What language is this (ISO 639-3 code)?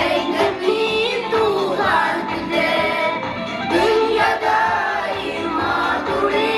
tat